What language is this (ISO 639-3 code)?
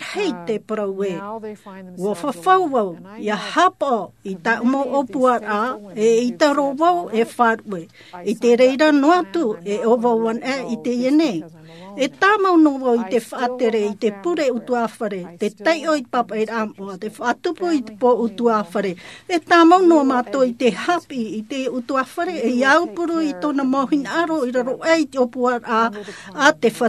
tah